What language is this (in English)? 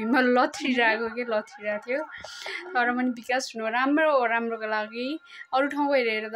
Nepali